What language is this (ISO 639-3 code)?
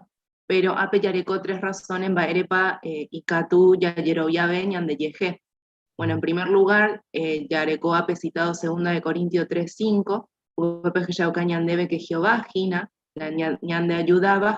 grn